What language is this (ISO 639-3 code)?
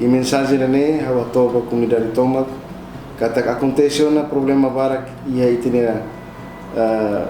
tet